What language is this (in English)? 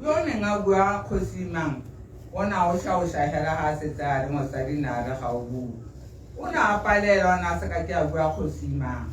Tswana